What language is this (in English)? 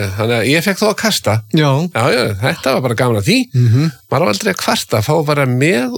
Icelandic